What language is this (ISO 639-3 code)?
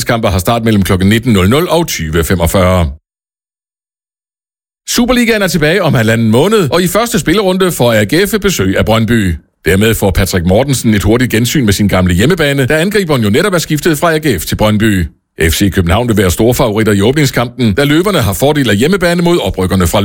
dan